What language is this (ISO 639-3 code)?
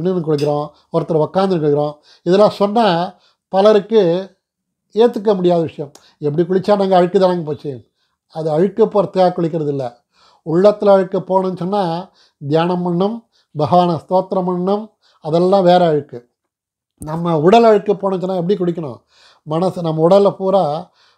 tam